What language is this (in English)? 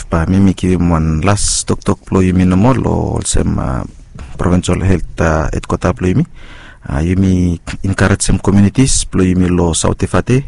Bislama